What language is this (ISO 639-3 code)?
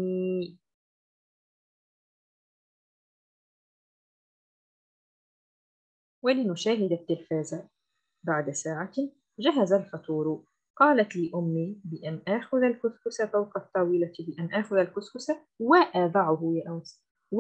ara